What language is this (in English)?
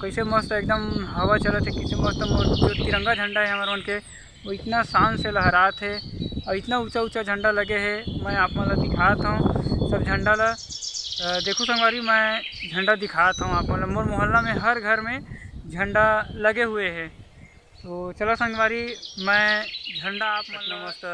Chhattisgarhi